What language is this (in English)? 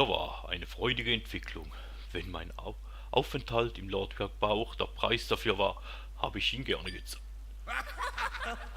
Swiss German